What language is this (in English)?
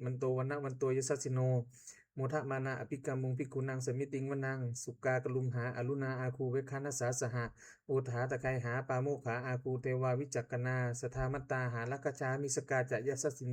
Pali